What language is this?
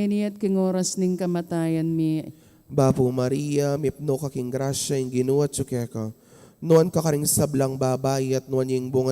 Pampanga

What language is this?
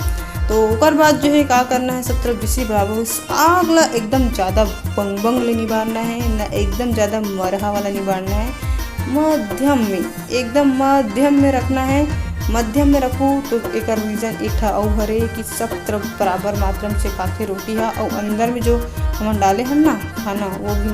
Chhattisgarhi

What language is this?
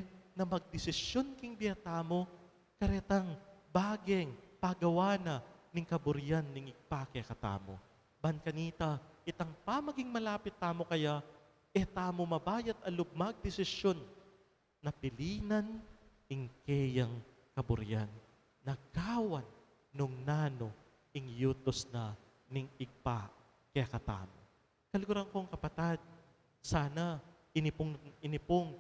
Pampanga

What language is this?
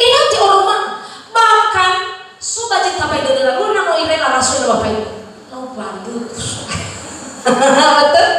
Nias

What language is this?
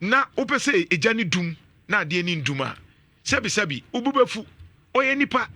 Akan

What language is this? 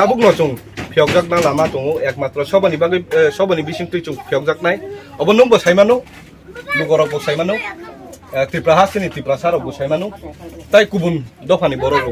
Kok Borok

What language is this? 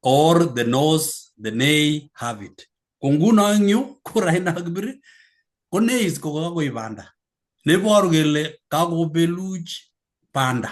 Kalenjin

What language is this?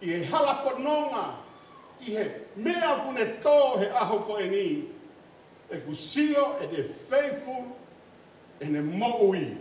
Tongan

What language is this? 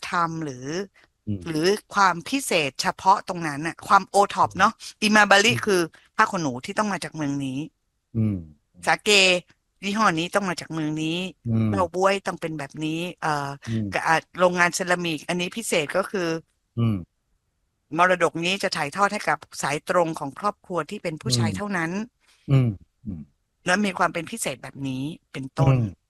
Thai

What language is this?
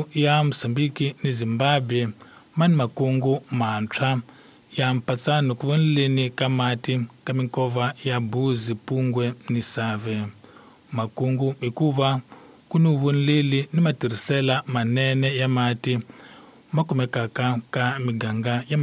Tsonga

